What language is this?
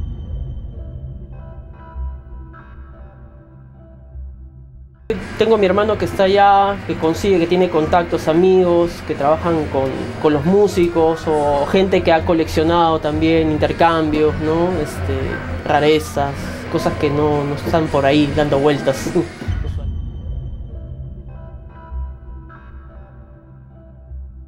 Spanish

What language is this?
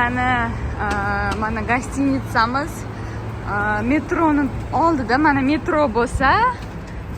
Uzbek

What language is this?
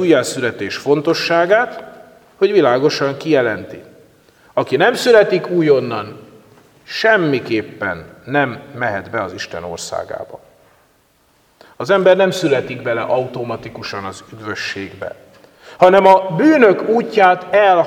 Hungarian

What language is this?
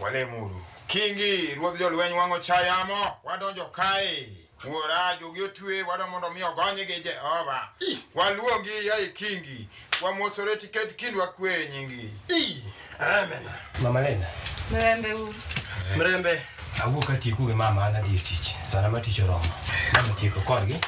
Luo (Kenya and Tanzania)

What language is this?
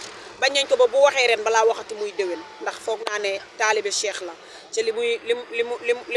Wolof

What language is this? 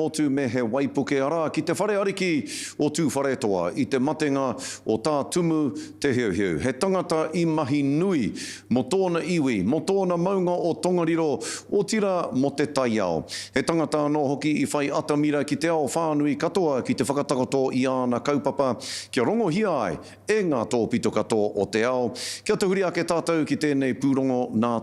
Māori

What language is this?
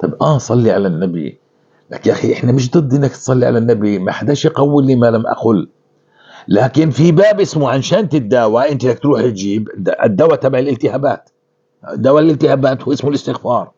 North Levantine Arabic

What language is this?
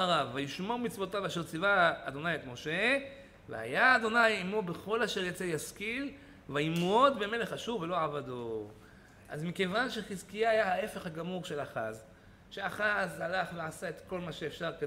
Hebrew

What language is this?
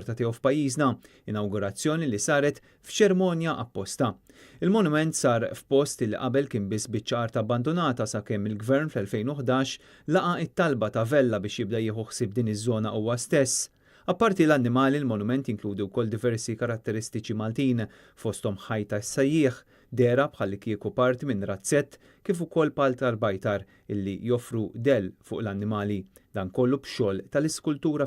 Maltese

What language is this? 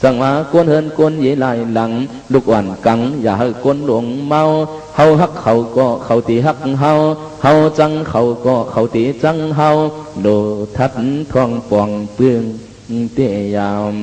Shan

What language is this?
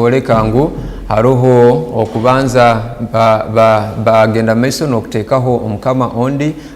Tooro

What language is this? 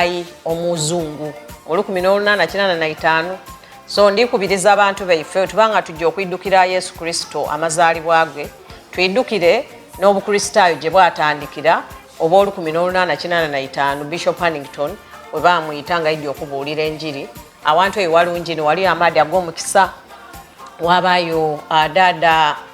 Soga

